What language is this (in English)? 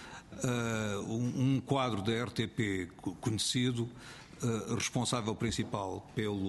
Portuguese